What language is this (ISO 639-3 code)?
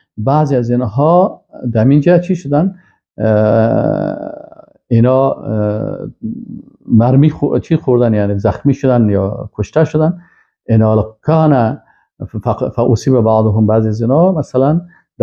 fas